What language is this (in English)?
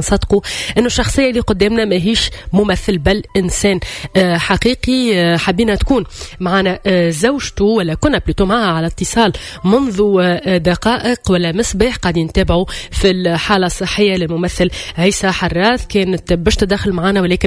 Tunisian Arabic